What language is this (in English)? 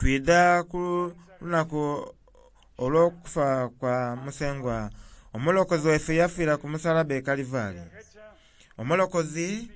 Soga